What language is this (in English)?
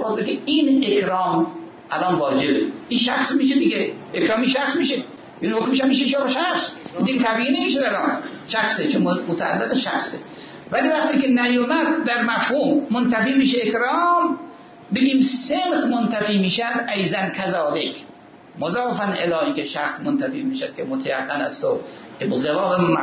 Persian